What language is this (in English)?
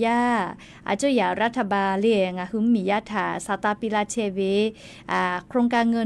Lahu